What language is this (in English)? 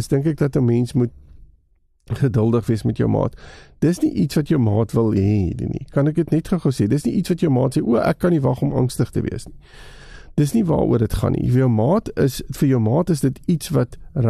Afrikaans